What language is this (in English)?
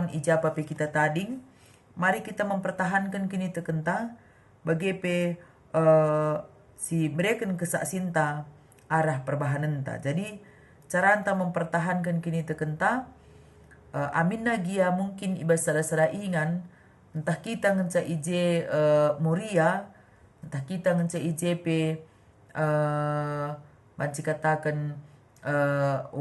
Batak Karo